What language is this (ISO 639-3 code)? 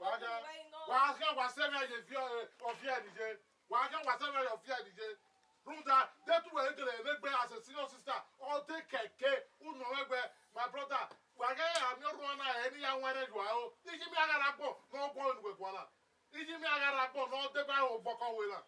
bin